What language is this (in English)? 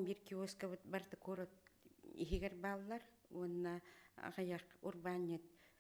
Yakut